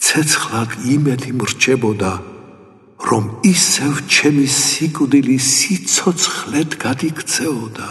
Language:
Georgian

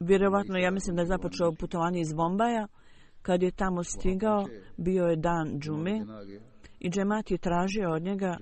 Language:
Bosnian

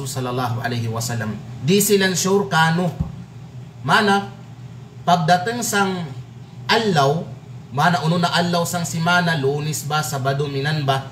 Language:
Kalagan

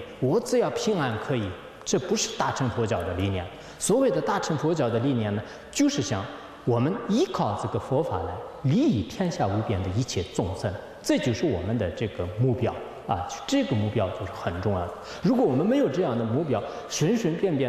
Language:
Chinese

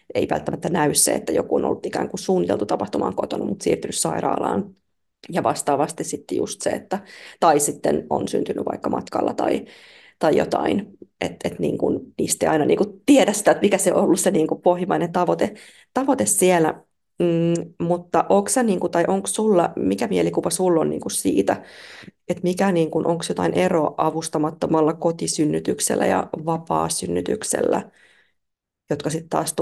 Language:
Finnish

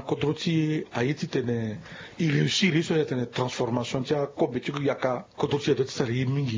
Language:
Sango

